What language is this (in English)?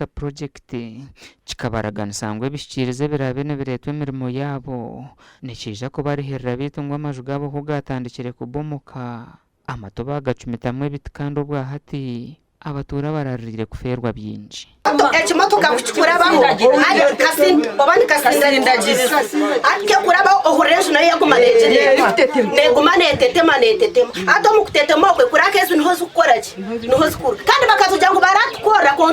Nyankole